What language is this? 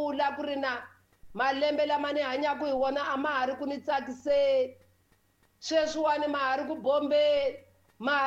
Tsonga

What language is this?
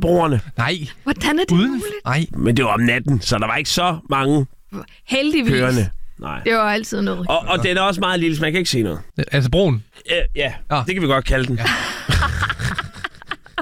Danish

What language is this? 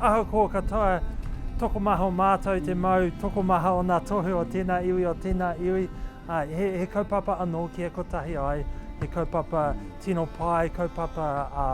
Māori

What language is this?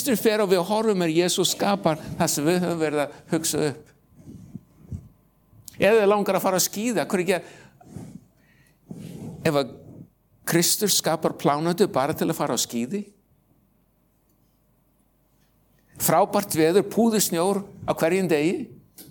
Icelandic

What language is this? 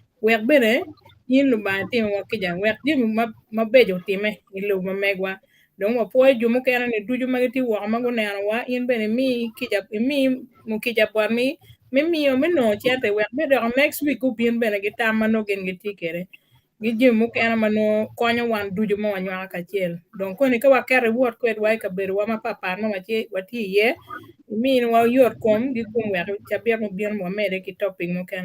Acoli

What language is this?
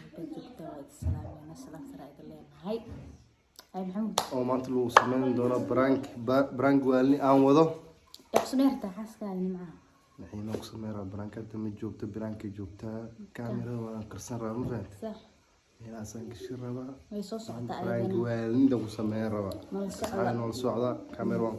Somali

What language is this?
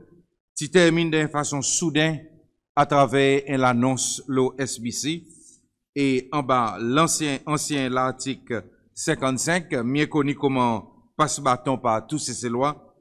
Seselwa Creole French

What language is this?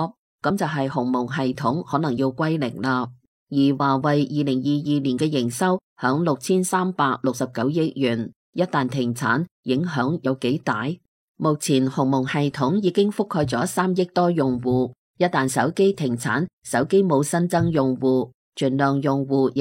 Cantonese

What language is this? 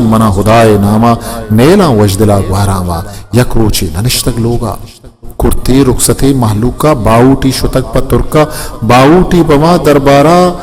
Eastern Balochi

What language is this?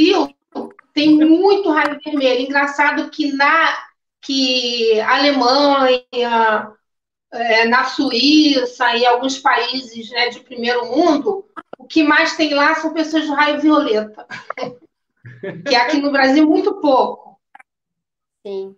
Portuguese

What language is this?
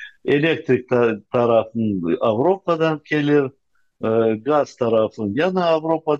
Crimean Tatar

